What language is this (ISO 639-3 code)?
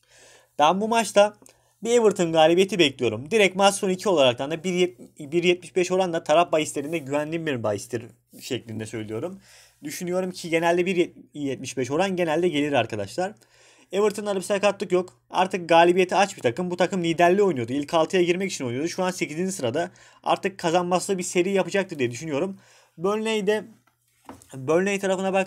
tur